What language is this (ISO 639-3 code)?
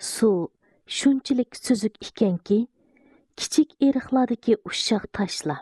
uig